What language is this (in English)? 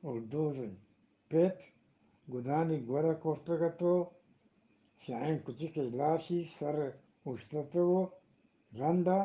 Eastern Balochi